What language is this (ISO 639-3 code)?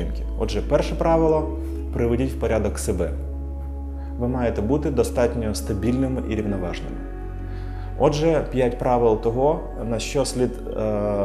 ukr